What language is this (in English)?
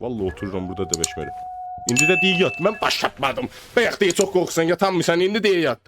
South Azerbaijani